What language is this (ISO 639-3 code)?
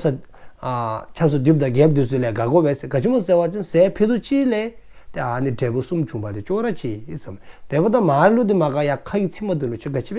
dzo